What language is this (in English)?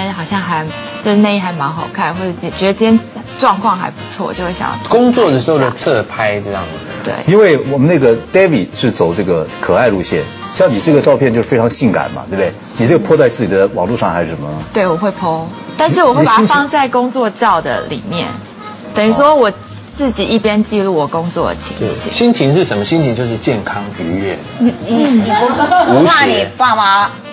Chinese